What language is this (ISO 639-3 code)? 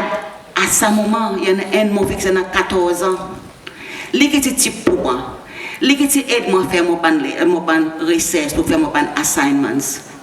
crs